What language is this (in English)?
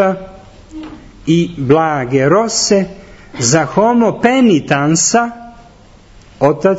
Serbian